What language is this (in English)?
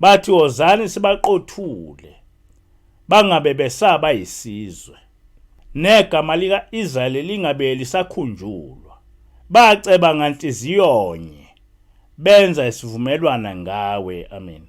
Zulu